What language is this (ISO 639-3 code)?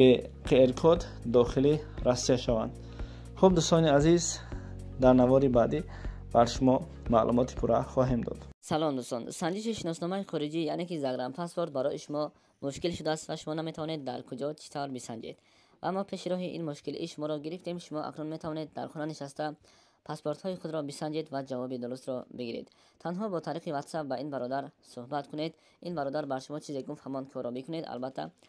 tgk